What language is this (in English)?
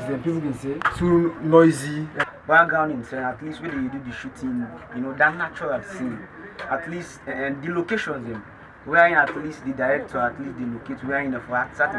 Krio